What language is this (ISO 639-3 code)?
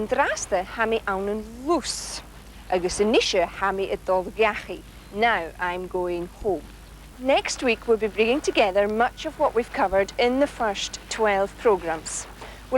gla